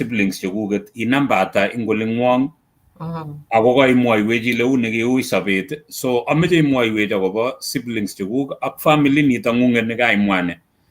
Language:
Kalenjin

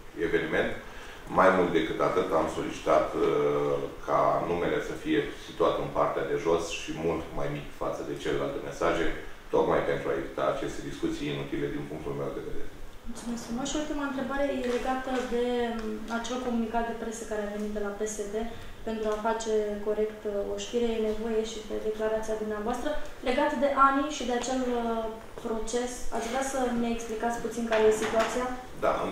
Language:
Romanian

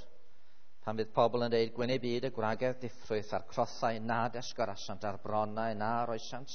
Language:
Welsh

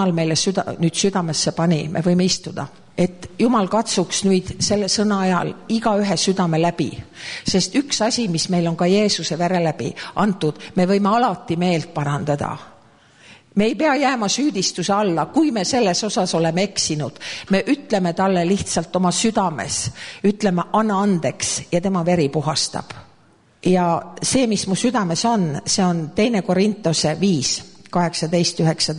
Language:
Estonian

